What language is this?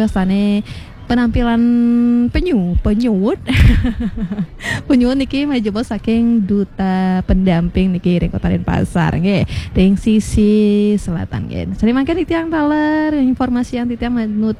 Balinese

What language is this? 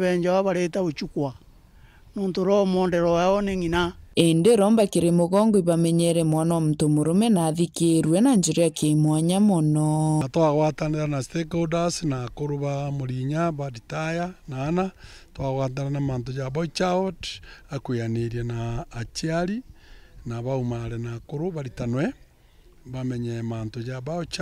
Meru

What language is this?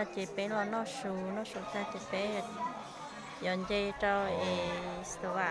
Hmong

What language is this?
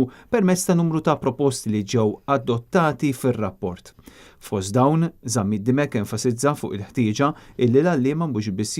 Maltese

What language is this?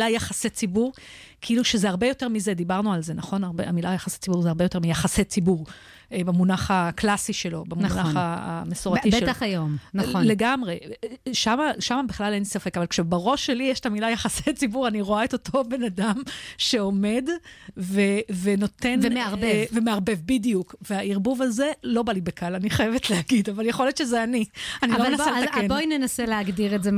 Hebrew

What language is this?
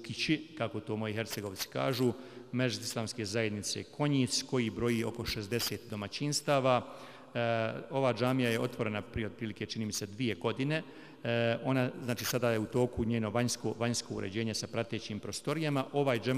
Bosnian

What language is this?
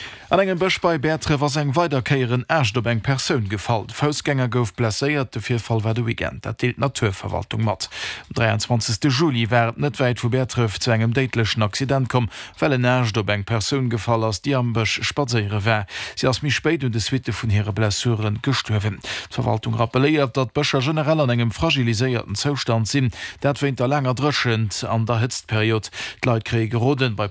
Luxembourgish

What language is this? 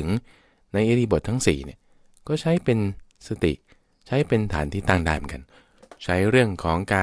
Thai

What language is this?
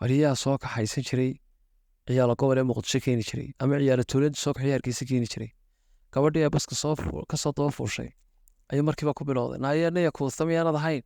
Somali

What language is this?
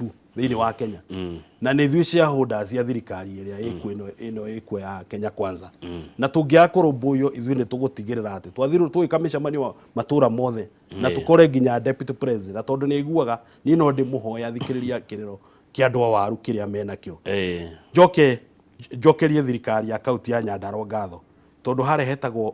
Kikuyu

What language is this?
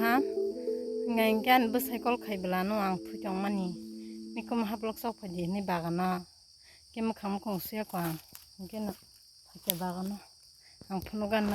Kok Borok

